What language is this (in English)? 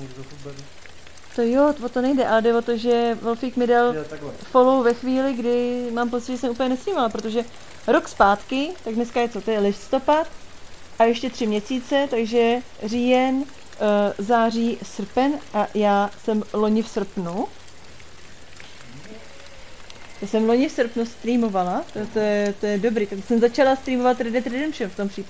Czech